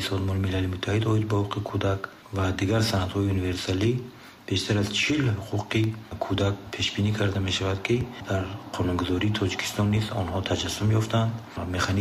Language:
Tajik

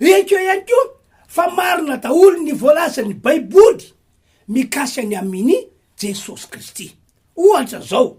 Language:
Malagasy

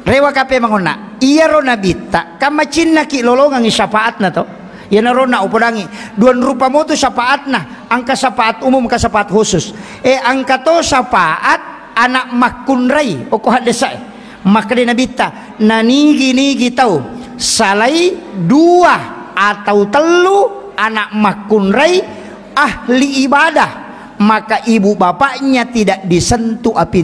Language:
Buginese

